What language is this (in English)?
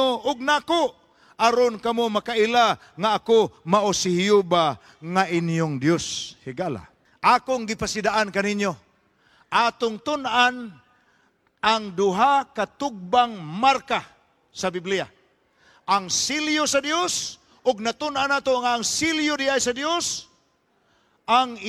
Cebuano